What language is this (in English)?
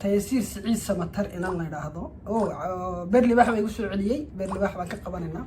Somali